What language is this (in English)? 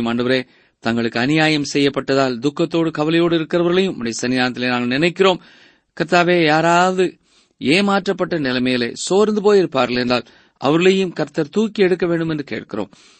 Tamil